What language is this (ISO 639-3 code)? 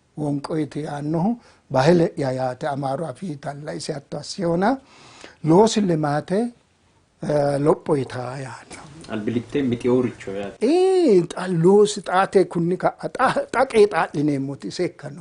sid